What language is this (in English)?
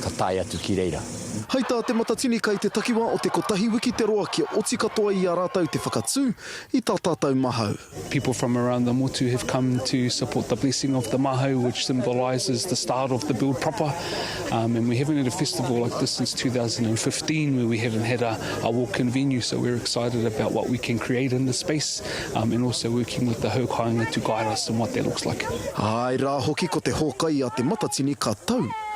Māori